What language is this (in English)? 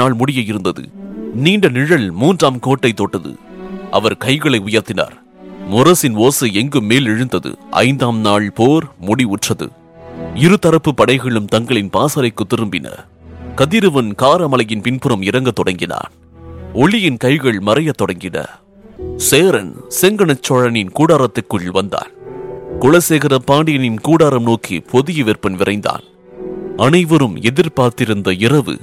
Tamil